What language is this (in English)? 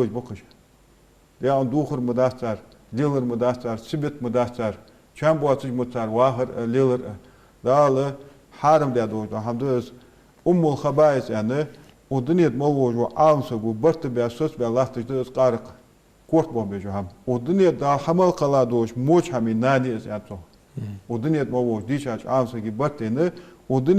Ingush